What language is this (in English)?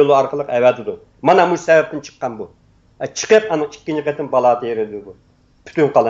Uyghur